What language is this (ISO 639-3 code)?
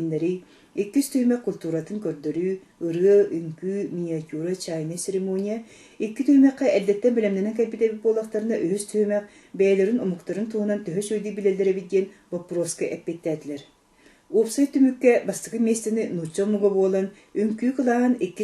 sah